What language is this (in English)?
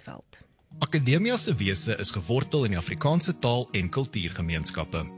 Afrikaans